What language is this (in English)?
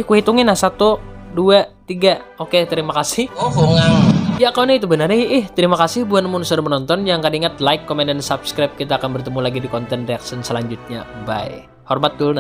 Banjar